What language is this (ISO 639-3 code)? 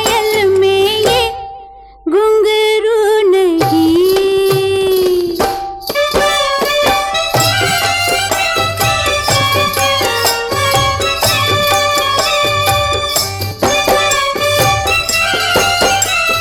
hin